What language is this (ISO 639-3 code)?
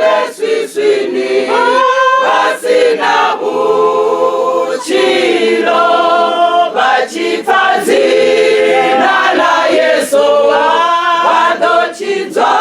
ven